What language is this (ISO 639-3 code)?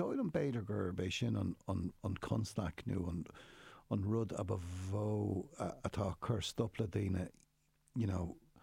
gle